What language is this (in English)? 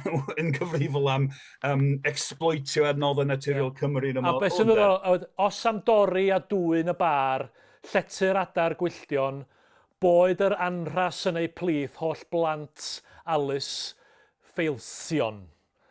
Welsh